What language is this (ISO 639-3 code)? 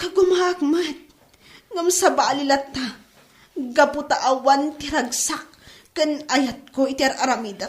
ilo